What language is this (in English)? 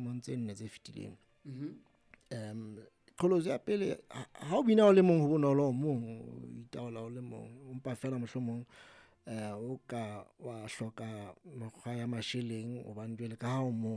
Southern Sotho